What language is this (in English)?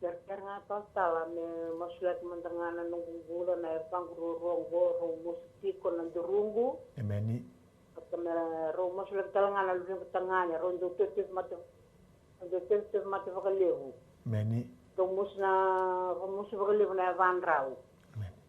Fijian